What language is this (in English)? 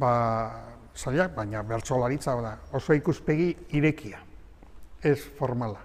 Basque